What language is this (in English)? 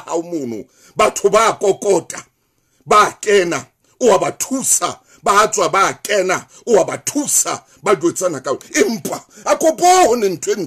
Southern Sotho